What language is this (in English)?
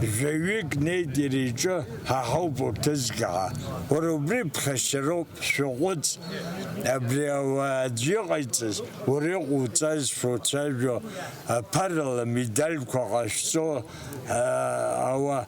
Abkhazian